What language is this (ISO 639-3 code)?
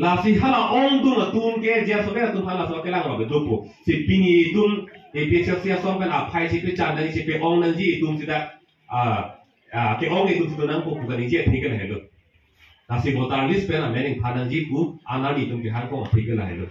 mjw